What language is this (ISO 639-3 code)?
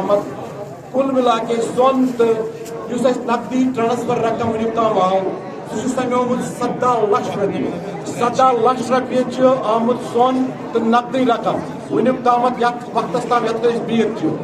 kas